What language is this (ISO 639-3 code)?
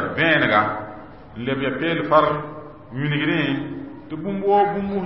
mos